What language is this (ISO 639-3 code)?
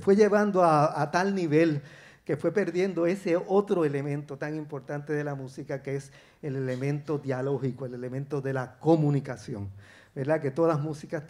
spa